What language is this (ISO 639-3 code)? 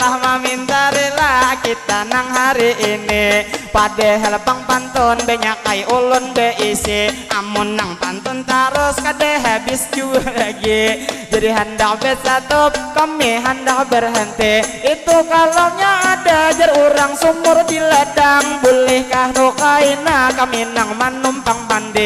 bjn